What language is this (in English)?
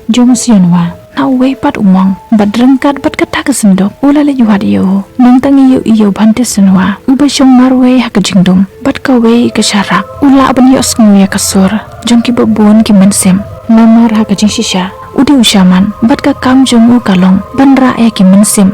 Khasi